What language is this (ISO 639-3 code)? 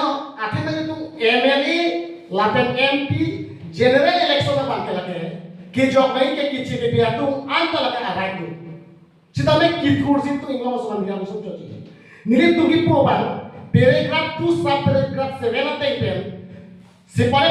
mjw